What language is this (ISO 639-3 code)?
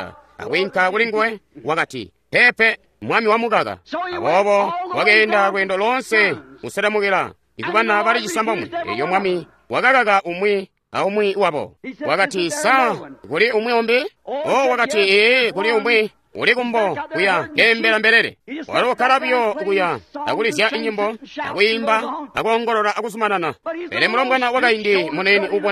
toi